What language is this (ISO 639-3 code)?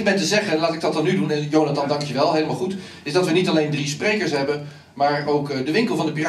nld